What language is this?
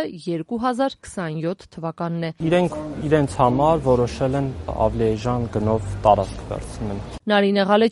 Armenian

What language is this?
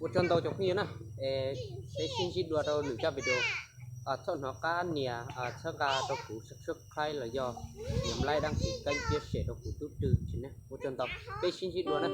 Hmong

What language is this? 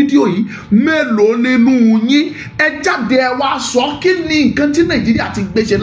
Yoruba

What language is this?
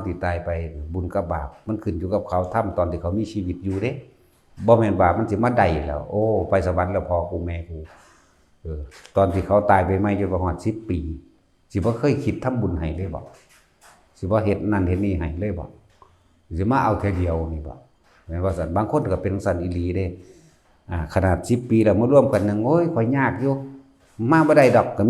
Lao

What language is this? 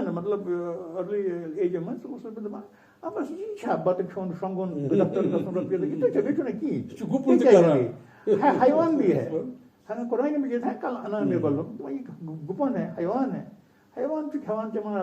Kashmiri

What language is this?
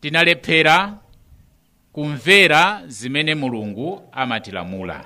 Nyanja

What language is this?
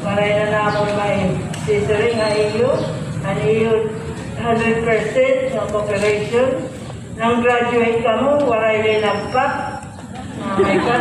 Waray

